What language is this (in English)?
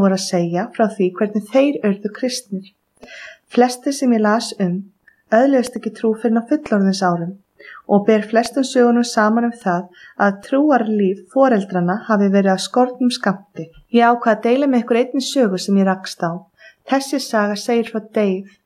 Icelandic